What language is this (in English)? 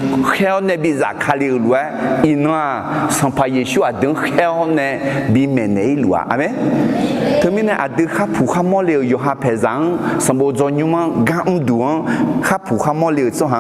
Akha